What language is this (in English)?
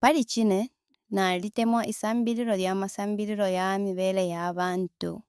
Bemba